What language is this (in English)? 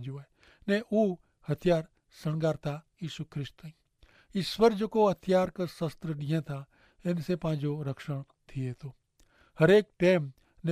Kachhi